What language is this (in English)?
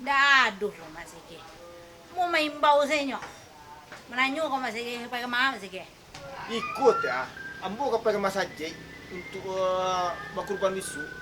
Minangkabau